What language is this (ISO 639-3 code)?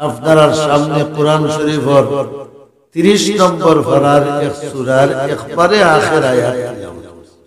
syl